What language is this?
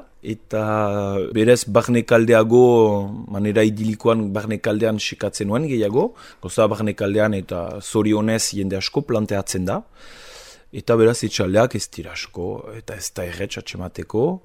Basque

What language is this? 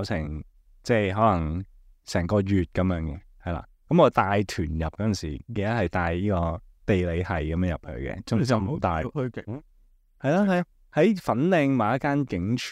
Cantonese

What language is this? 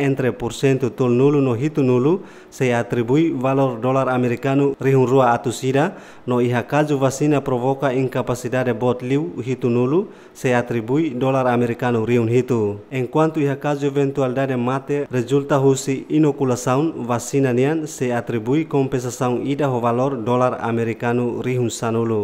Tetum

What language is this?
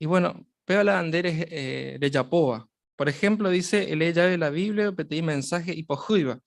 Guarani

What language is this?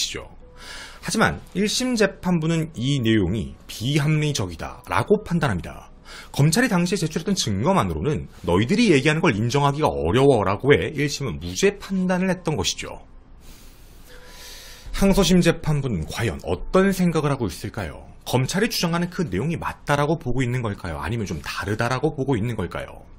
Korean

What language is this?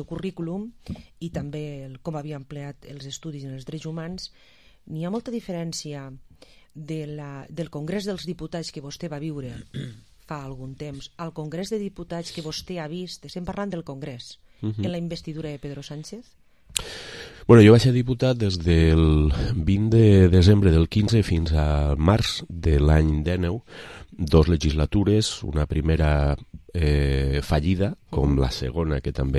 Catalan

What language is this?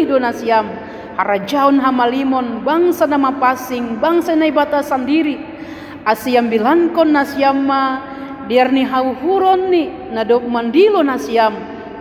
Batak Simalungun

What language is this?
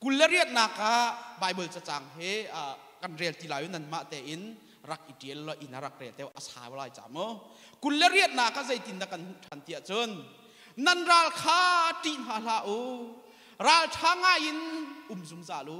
Hakha Chin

